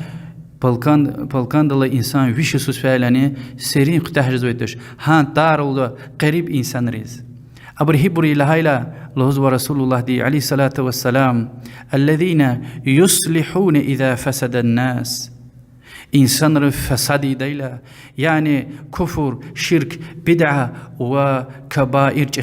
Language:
Lezghian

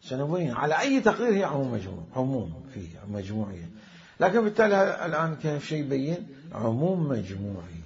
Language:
Mesopotamian Arabic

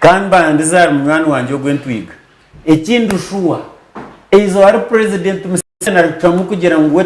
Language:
Nyankole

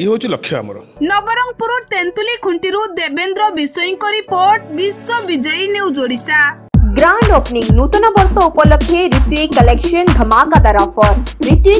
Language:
Odia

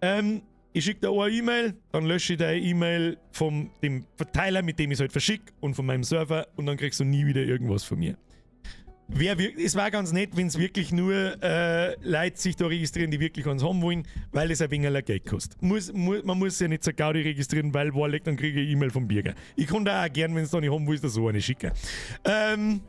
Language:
Bavarian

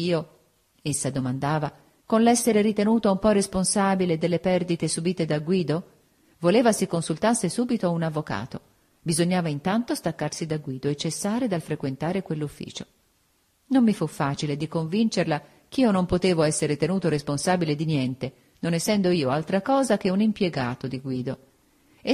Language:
Italian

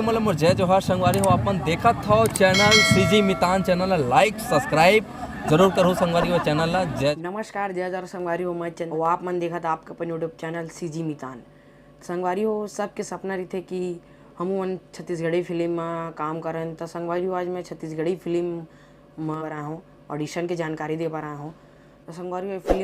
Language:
Chhattisgarhi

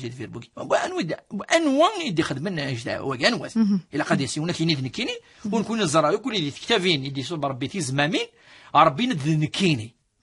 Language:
Kabyle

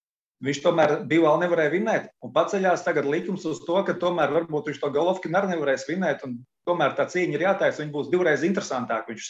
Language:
Latvian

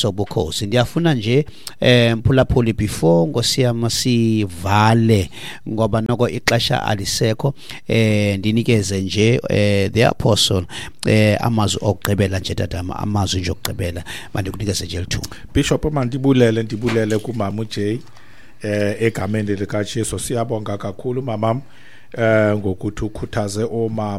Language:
Xhosa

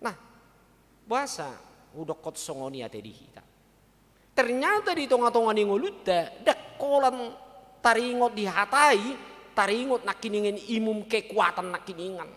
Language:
Batak Toba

